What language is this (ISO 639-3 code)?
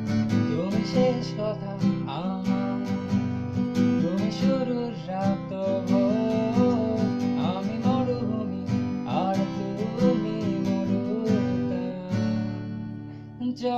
ben